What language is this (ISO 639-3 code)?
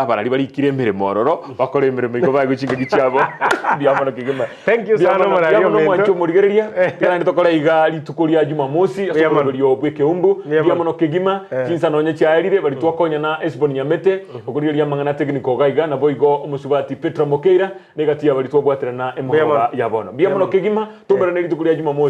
guz